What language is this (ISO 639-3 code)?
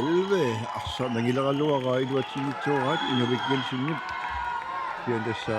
kal